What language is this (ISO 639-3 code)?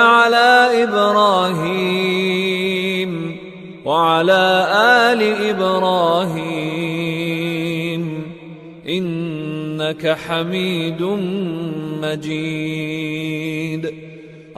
ara